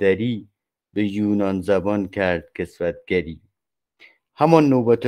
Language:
Persian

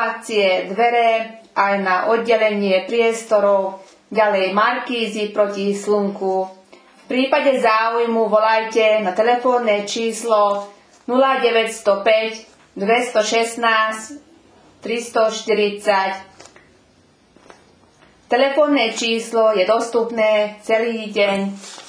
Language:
Slovak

